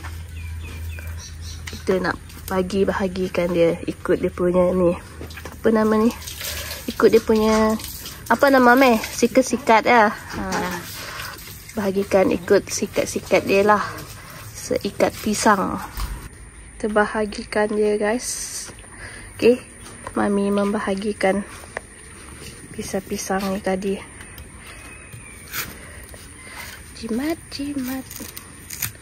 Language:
Malay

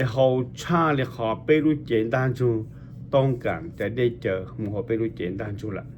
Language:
Hmong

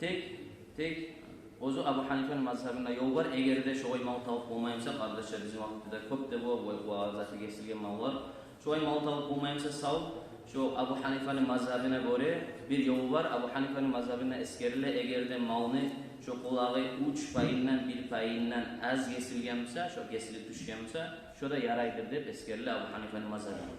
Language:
Kumyk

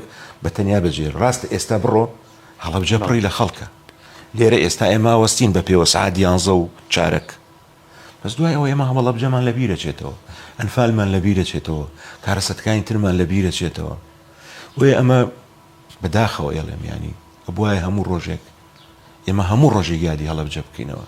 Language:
Central Kurdish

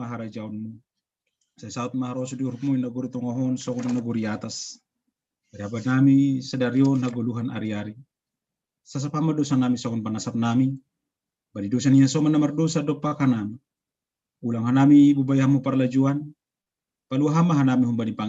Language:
Batak Simalungun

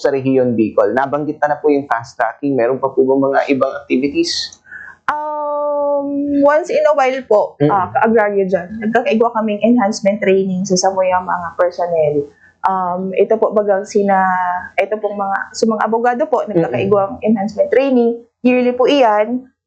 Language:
Bikol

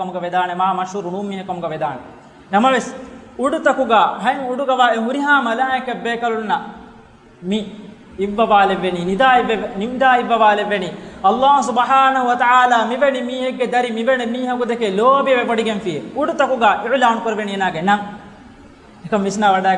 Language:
Divehi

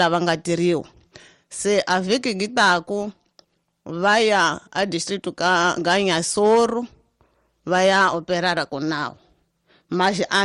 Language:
Tsonga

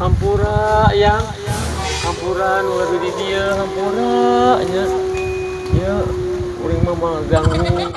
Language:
Sundanese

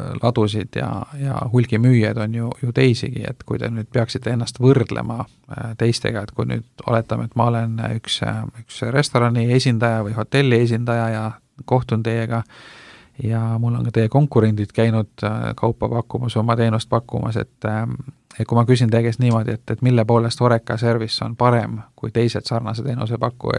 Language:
Estonian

